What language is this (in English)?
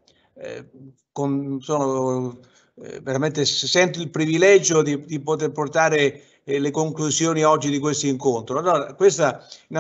Italian